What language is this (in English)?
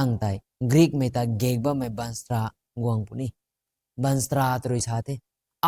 Rongmei Naga